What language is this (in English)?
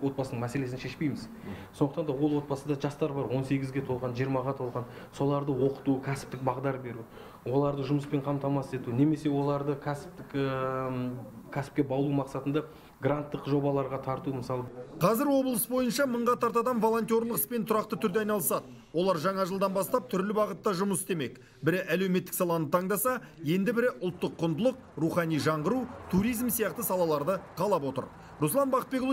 Kazakh